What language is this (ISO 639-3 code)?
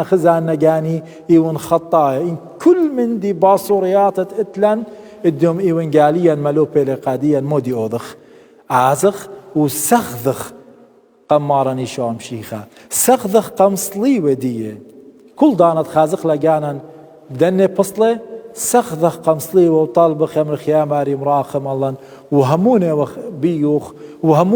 aii